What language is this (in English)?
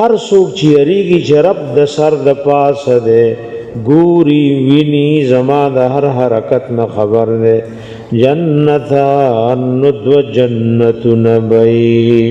Pashto